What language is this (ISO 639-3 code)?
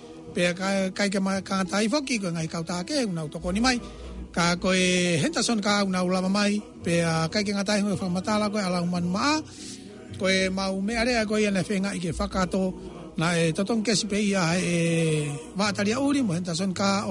ton